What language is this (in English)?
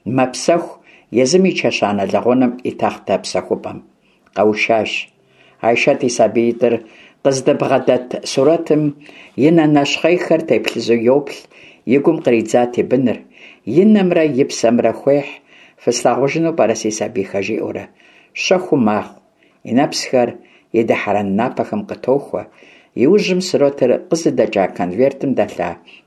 Kabardian